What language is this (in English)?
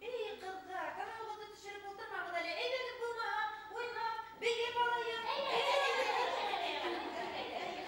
Bashkir